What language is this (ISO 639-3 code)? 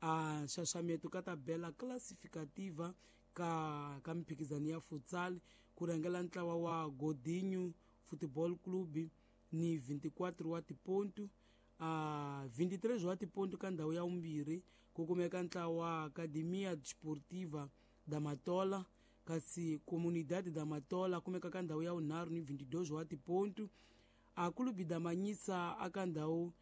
tso